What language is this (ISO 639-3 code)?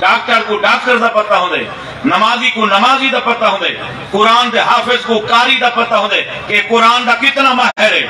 skr